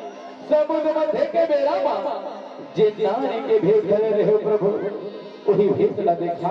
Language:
Chhattisgarhi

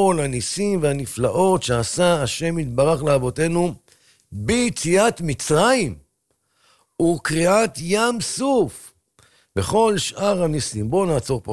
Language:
Hebrew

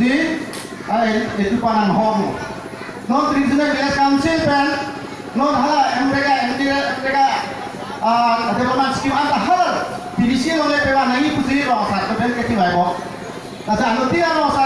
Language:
Karbi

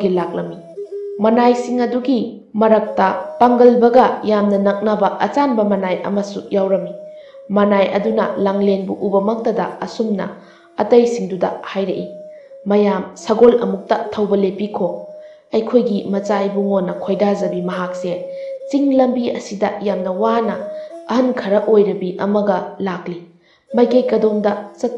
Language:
Manipuri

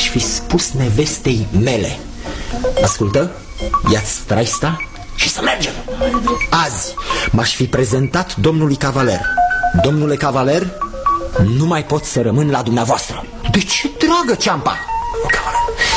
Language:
Romanian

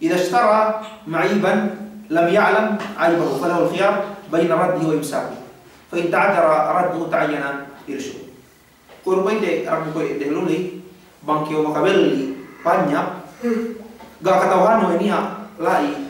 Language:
Yakan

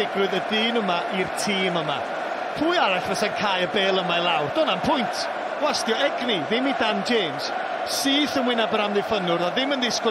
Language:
Welsh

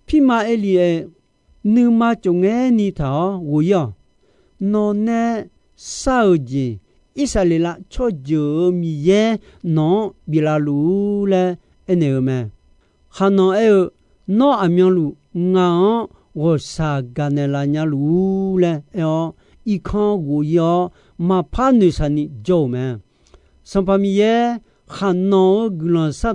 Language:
Akha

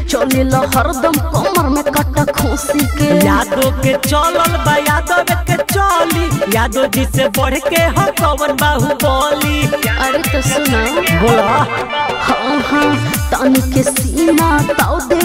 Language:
Bhojpuri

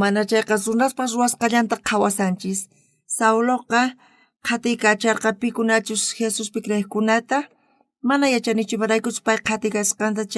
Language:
South Bolivian Quechua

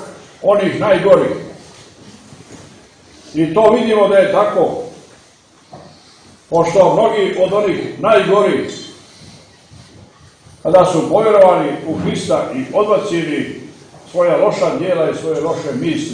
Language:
Serbian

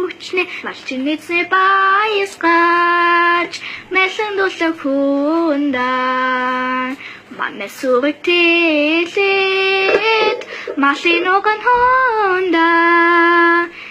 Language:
Mongolian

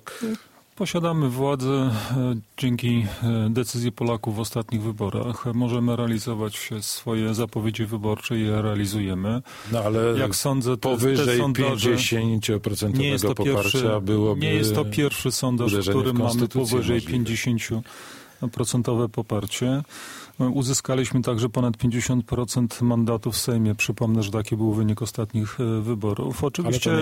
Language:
Polish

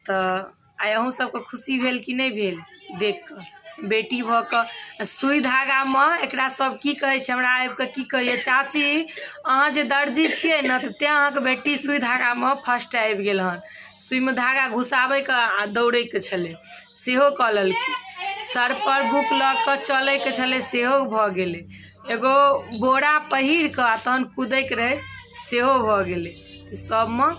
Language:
Maithili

